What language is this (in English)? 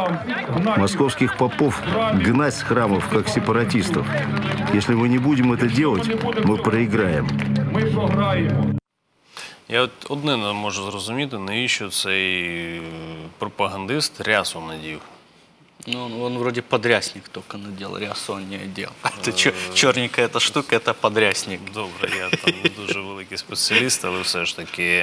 Russian